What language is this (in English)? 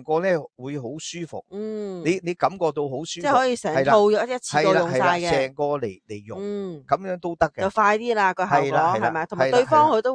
Cantonese